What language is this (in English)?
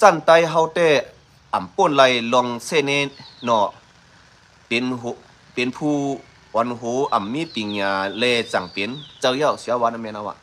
Shan